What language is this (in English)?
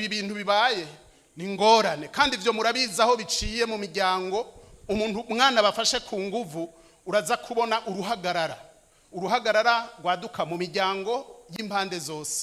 Rundi